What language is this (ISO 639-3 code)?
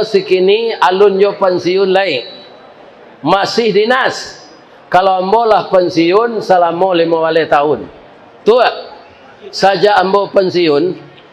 min